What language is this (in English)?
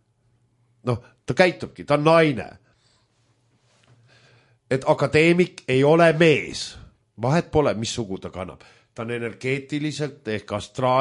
Estonian